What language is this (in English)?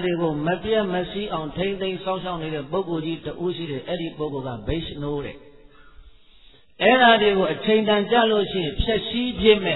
Burmese